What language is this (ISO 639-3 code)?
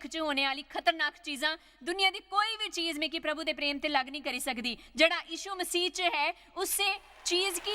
doi